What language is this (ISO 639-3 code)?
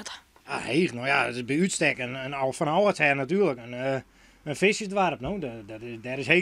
fry